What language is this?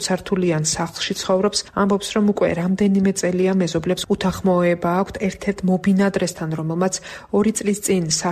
Georgian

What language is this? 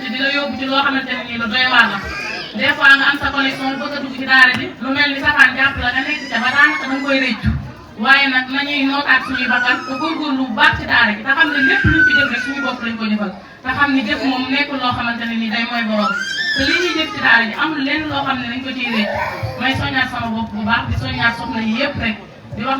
Wolof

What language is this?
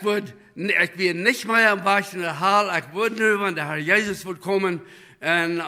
Plautdietsch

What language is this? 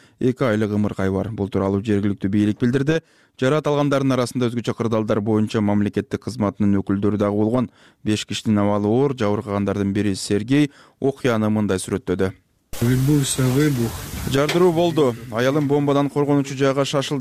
Kyrgyz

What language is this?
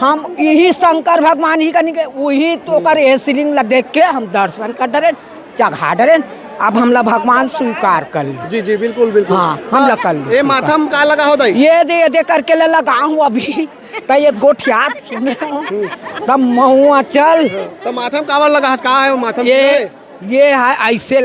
Chhattisgarhi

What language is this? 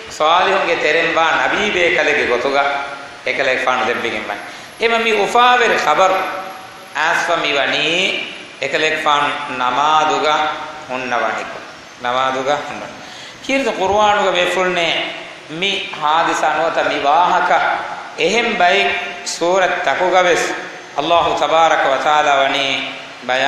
Divehi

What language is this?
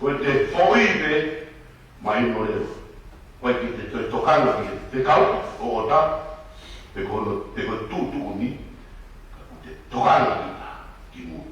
Tongan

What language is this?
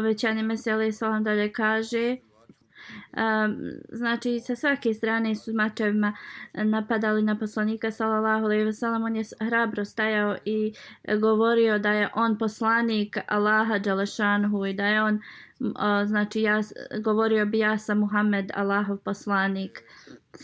Bosnian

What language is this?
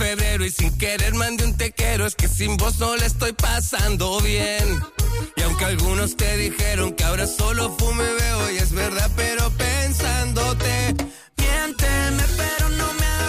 Spanish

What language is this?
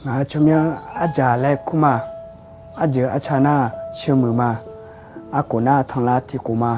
Akha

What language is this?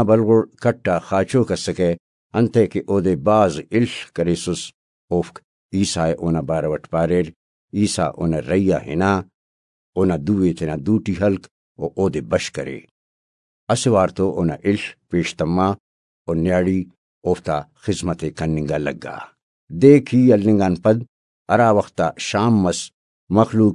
Brahui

